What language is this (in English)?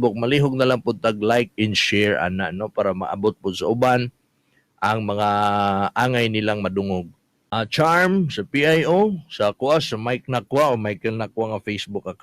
Cebuano